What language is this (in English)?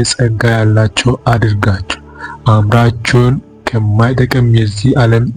Amharic